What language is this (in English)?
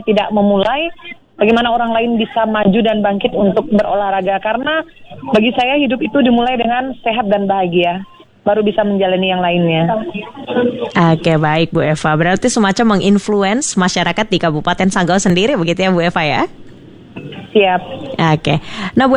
Indonesian